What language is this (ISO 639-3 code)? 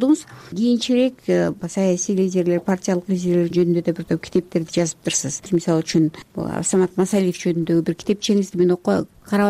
kir